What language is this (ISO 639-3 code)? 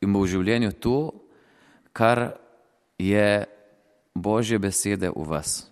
slv